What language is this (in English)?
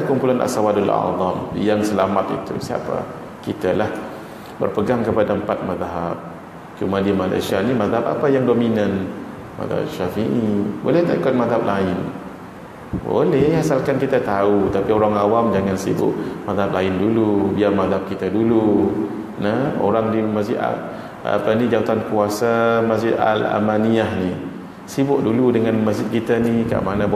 Malay